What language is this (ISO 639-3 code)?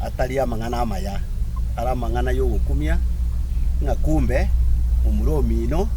guz